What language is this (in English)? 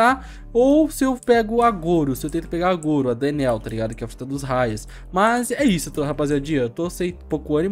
Portuguese